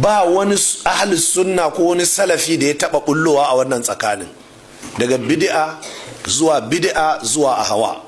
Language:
Hausa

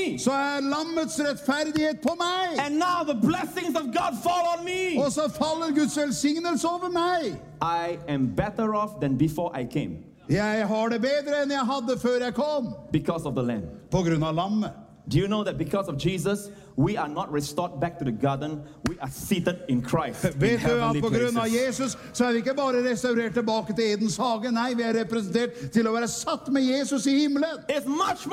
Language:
Norwegian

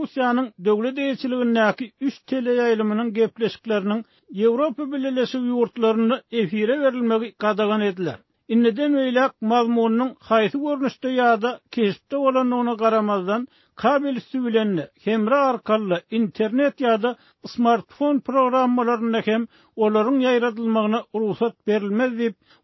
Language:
Turkmen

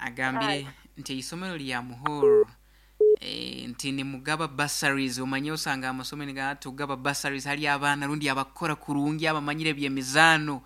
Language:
Nyoro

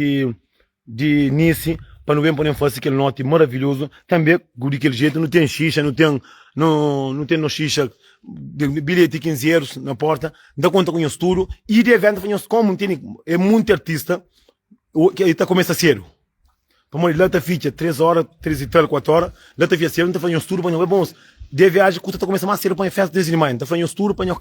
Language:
Kabuverdianu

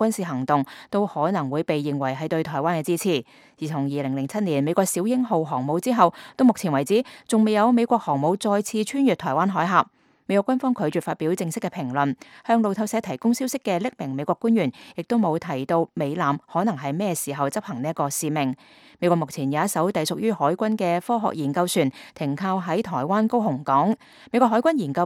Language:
Cantonese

